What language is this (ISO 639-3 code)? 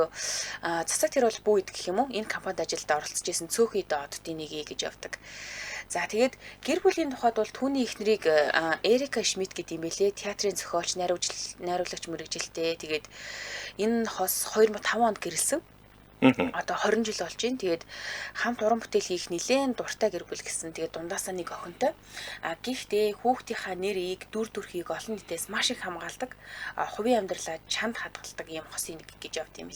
mon